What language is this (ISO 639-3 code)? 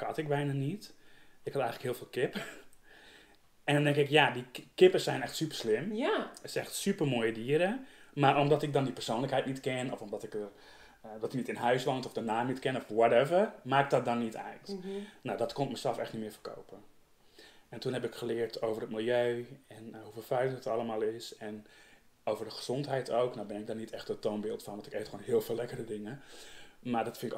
nld